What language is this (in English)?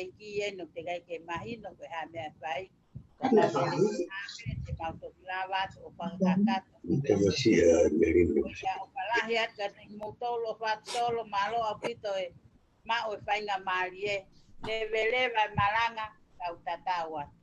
Tongan